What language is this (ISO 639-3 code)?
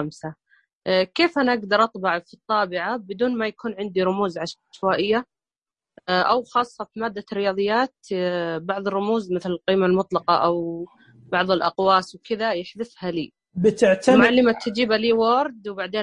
ars